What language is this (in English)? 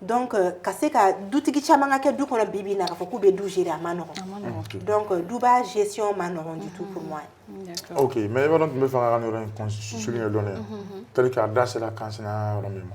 Bambara